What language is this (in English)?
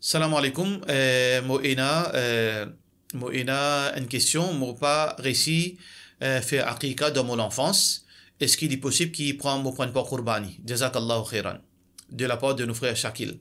Morisyen